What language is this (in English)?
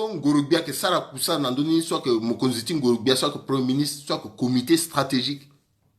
Sango